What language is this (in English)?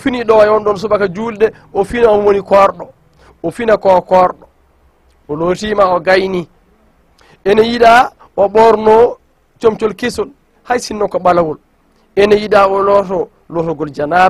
Fula